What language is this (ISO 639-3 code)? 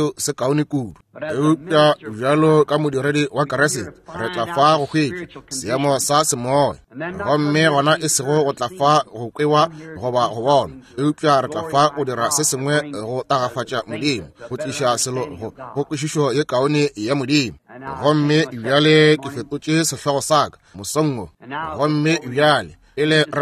nso